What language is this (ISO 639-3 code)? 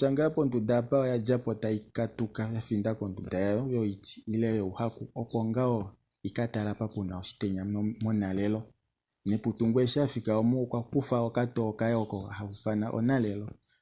kua